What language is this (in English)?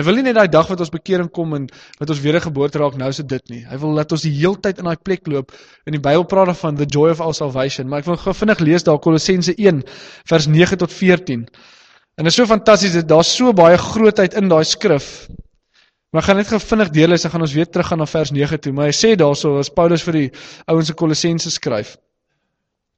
Afrikaans